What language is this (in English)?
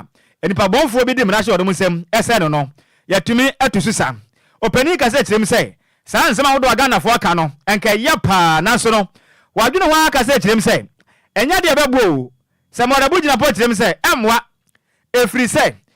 Akan